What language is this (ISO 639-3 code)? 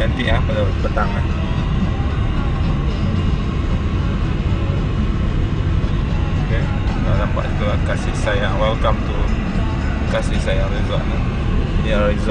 msa